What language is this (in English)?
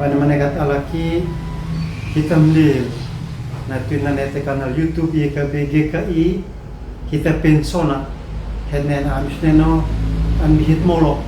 Uab Meto